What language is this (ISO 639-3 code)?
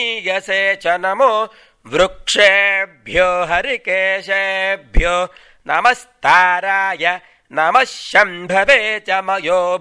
san